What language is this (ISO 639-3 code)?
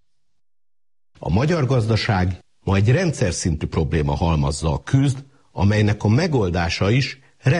hun